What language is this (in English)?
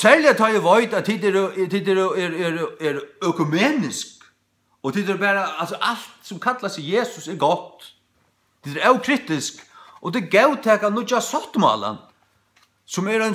Faroese